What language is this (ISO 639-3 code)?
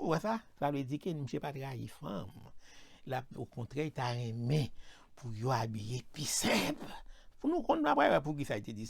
hat